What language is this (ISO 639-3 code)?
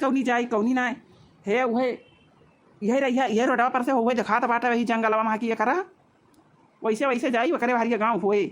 awa